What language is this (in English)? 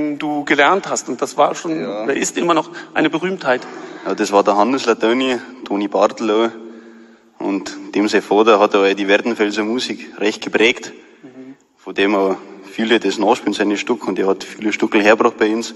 Bavarian